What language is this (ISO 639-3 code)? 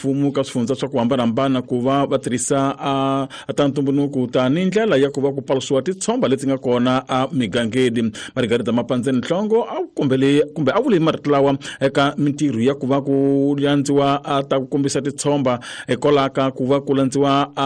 tso